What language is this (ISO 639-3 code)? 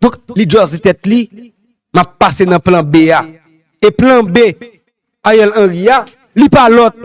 hat